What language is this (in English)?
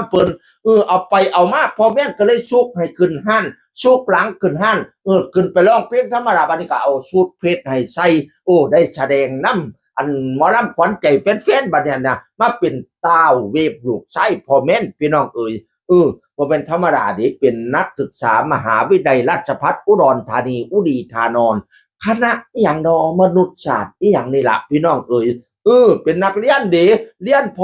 Northeastern Thai